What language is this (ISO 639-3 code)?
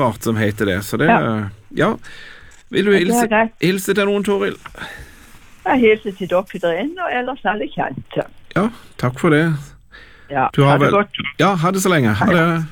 nor